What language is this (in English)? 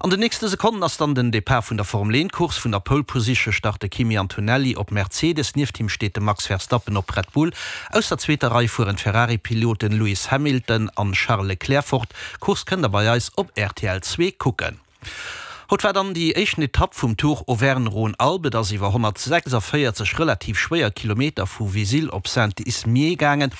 Luxembourgish